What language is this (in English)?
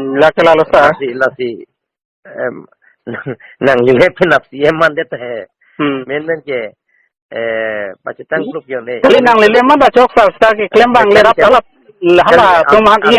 Karbi